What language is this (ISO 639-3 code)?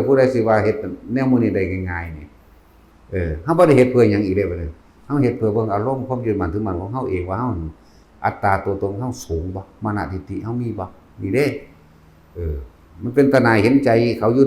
tts